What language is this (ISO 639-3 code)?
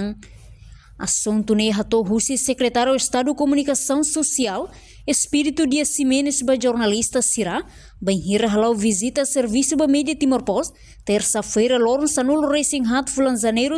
tet